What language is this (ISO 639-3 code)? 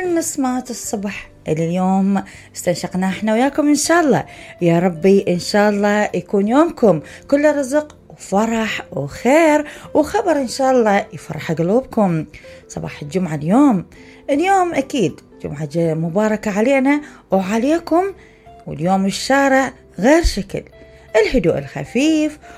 acm